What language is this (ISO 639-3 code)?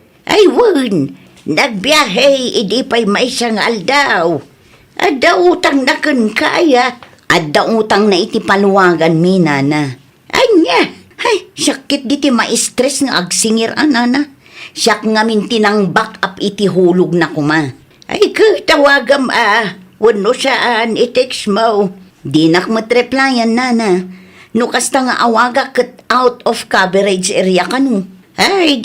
ilo